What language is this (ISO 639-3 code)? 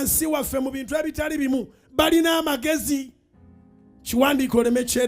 lug